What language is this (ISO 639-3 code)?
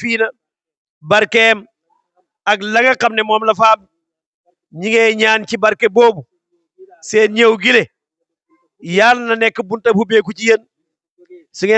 wol